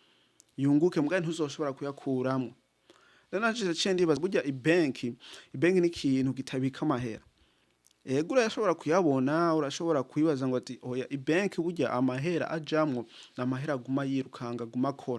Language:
Rundi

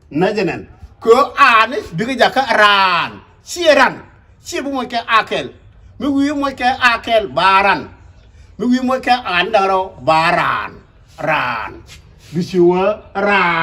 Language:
Nuer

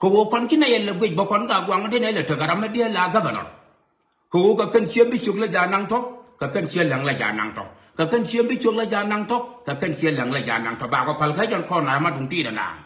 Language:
Nuer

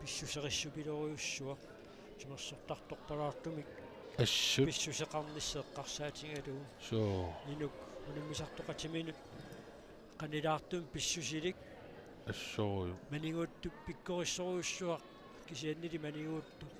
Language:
Kalaallisut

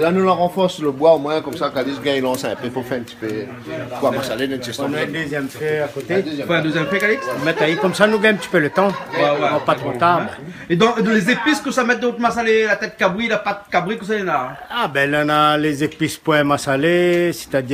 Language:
Réunion Creole French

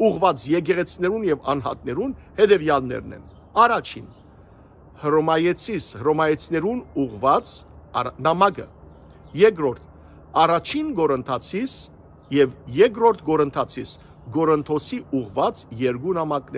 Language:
Western Armenian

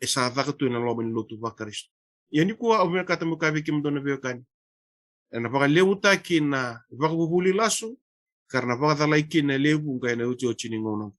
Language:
Fijian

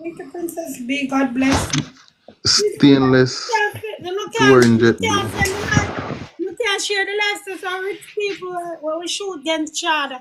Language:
Jamaican Creole English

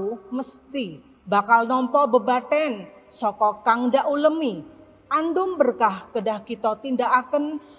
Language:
Javanese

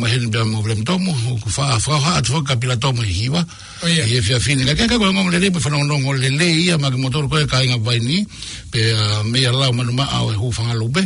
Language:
Tongan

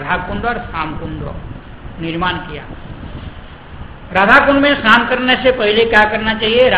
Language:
Hindi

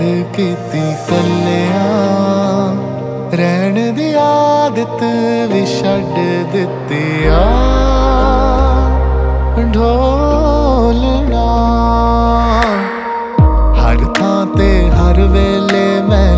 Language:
Punjabi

